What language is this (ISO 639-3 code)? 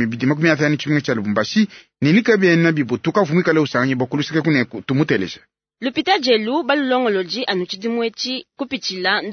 lua